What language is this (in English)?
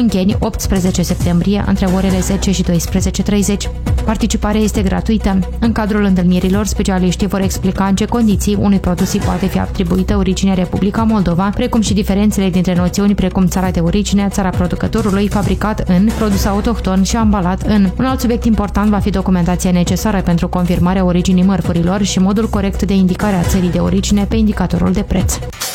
Romanian